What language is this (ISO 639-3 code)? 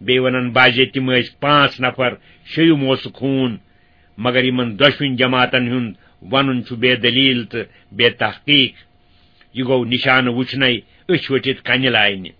kas